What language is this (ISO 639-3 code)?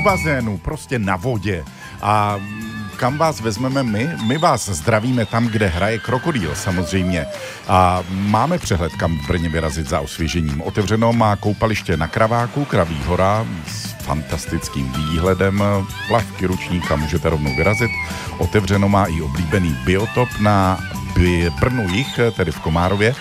ces